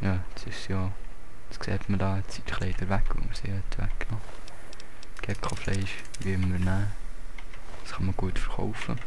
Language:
Swiss German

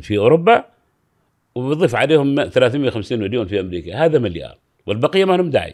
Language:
Gulf Arabic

